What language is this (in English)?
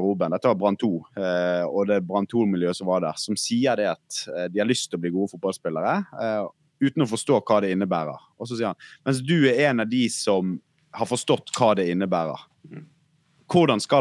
Norwegian